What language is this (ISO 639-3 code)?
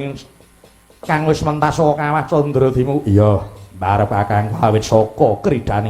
jav